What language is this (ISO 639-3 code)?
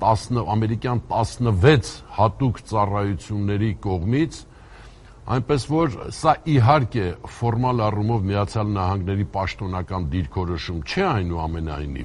hye